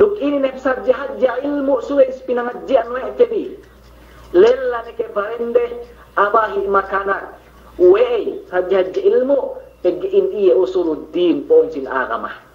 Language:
Yakan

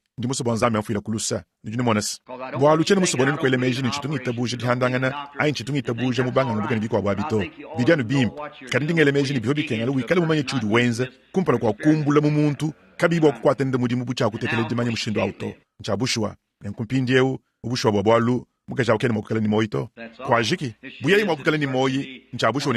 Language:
Luba-Lulua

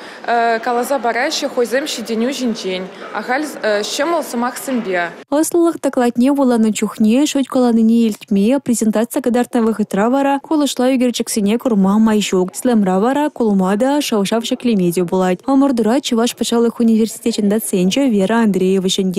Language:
Chuvash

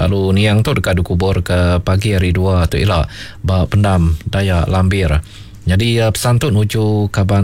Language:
Iban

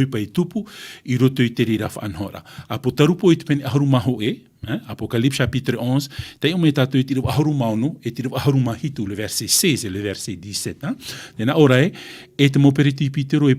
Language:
Tahitian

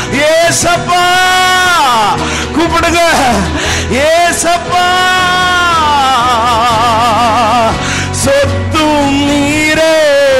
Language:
Tamil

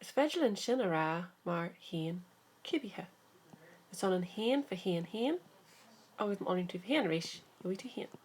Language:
Irish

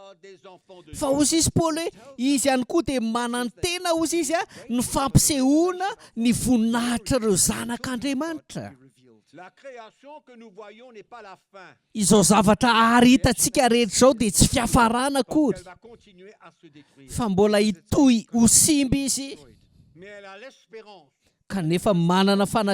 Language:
Malagasy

